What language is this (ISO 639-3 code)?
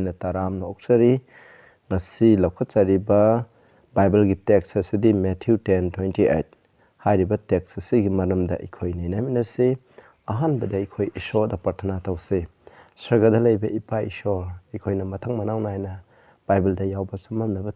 mni